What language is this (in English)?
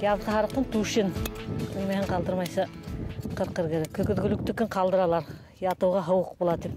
Bashkir